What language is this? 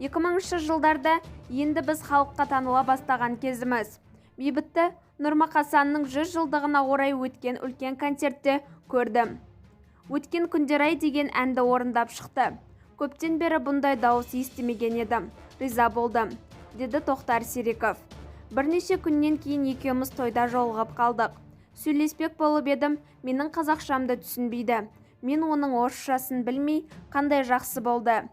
Kazakh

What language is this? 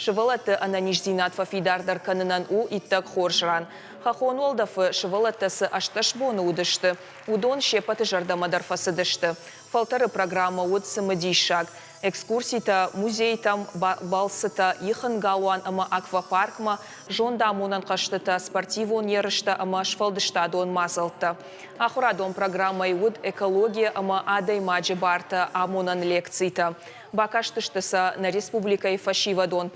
Ossetic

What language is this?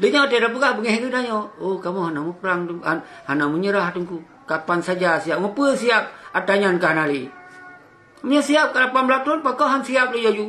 Achinese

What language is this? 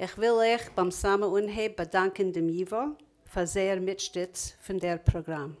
Yiddish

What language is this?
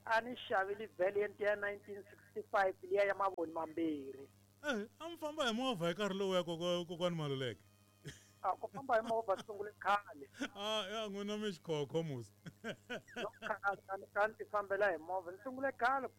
Tsonga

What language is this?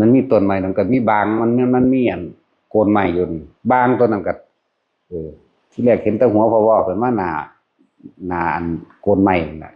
Northeastern Thai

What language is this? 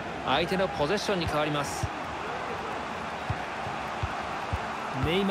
Japanese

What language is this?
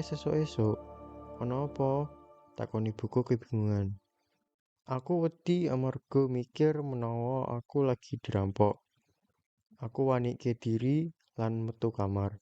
Javanese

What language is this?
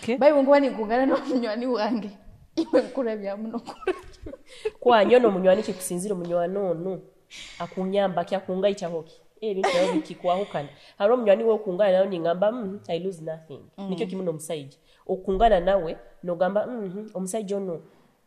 Nyoro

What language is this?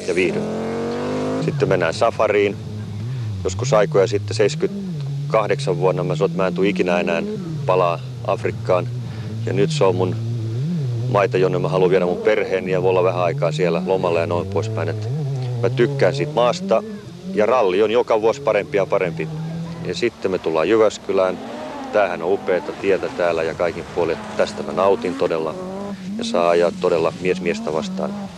Finnish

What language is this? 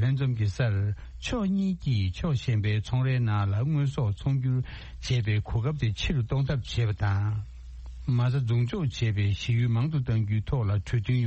Tibetan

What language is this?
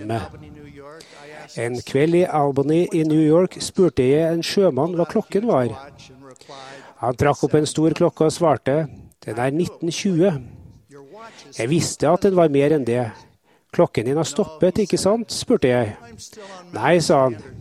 Norwegian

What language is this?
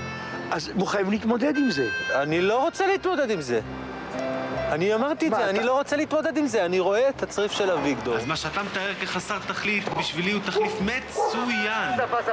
Hebrew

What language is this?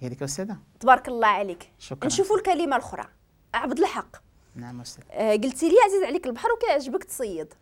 Moroccan Arabic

